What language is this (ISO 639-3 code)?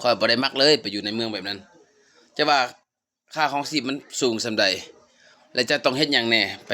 lao